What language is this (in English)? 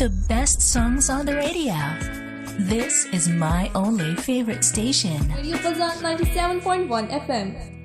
English